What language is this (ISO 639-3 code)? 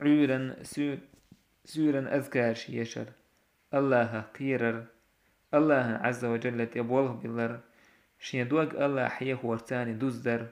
che